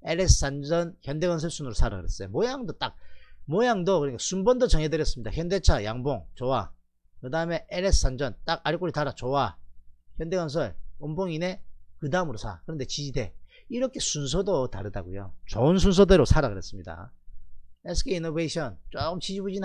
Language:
Korean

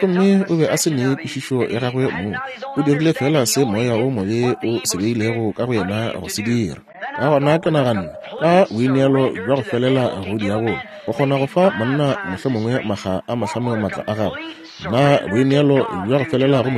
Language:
Northern Sotho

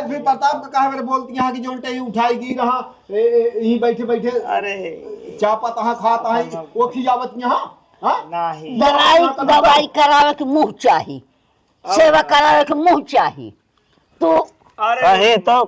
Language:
Awadhi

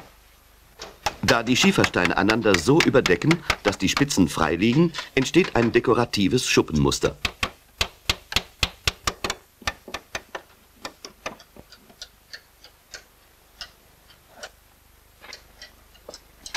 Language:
German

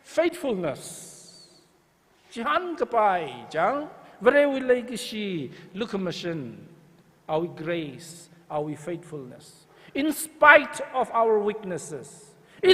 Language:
Tangkhul Naga (India)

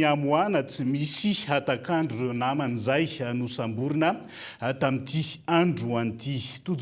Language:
Malagasy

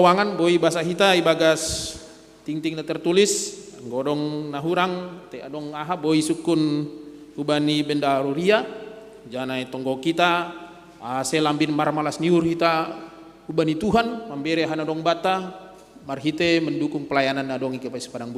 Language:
Batak Simalungun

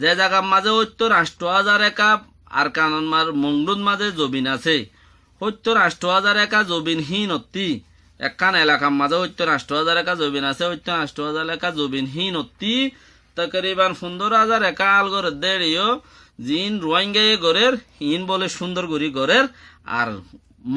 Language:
Rohingya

